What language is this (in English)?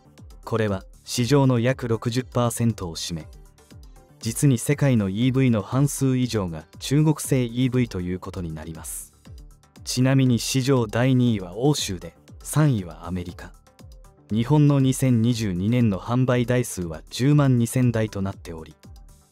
Japanese